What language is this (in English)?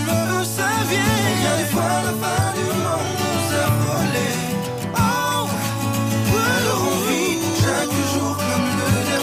French